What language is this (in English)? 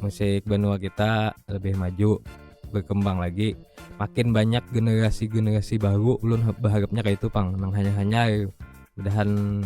Banjar